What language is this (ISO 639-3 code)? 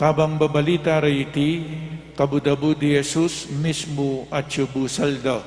pam